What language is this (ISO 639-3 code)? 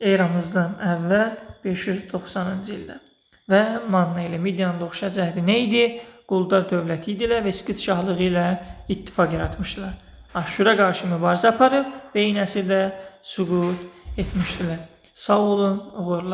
aze